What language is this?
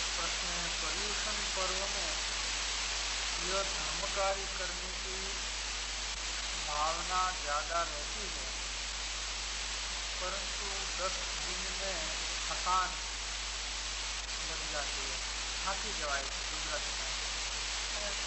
Hindi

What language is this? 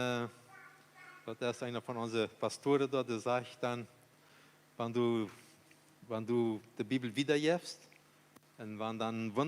Plautdietsch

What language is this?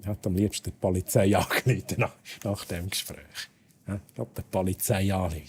Swiss German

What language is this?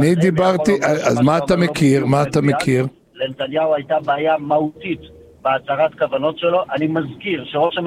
Hebrew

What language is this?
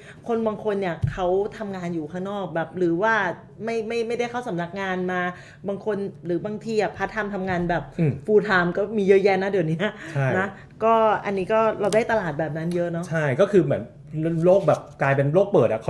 Thai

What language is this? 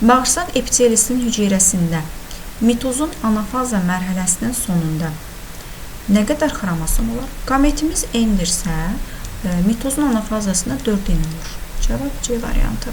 Azerbaijani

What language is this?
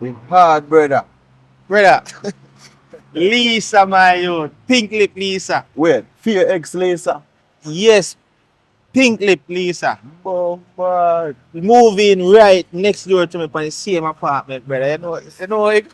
Jamaican Creole English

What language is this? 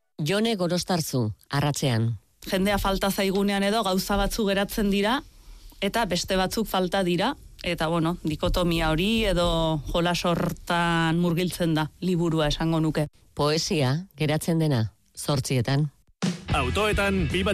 Basque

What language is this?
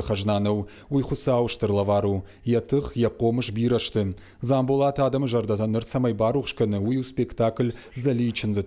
Ossetic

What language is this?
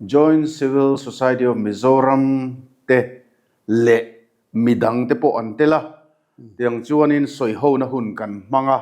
Mizo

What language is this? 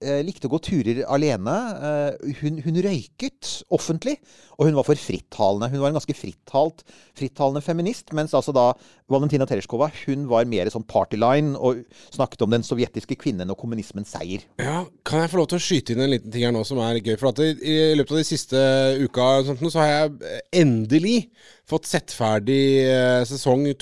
Norwegian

